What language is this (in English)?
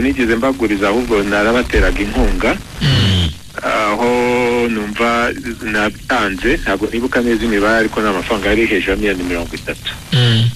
Kinyarwanda